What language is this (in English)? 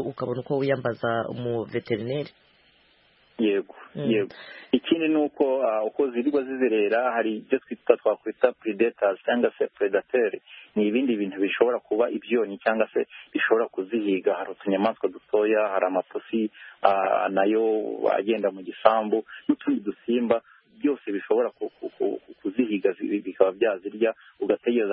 Kinyarwanda